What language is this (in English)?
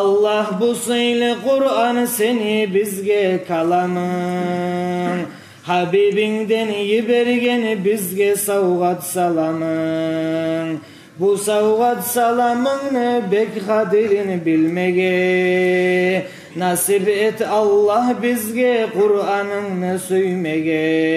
Kumyk